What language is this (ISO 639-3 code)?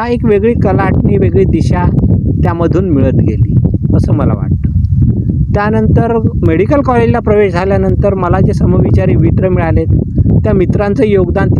mar